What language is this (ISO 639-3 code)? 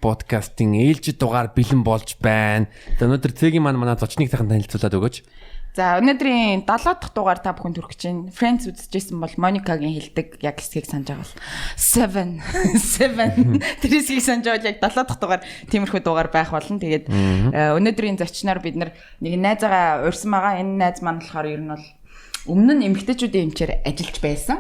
mon